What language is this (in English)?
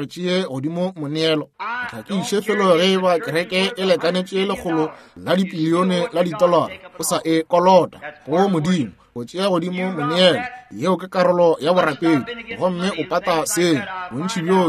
Northern Sotho